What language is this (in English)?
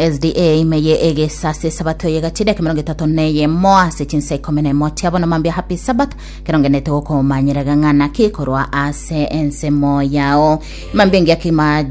Gusii